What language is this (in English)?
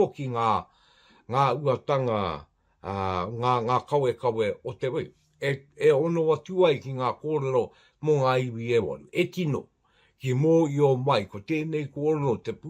Māori